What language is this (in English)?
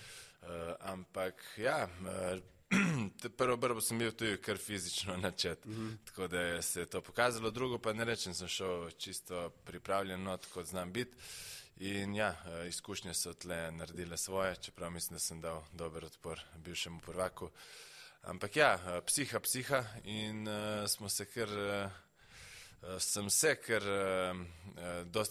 Slovenian